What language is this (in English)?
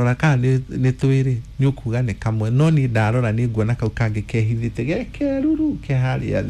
Kikuyu